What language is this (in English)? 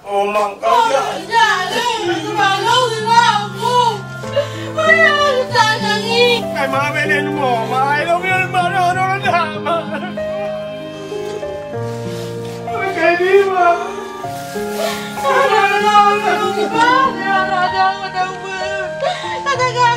Malay